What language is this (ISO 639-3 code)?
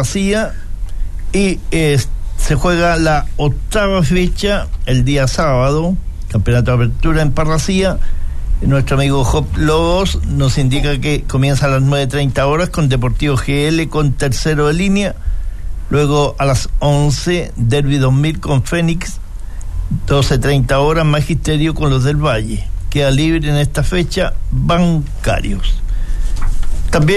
spa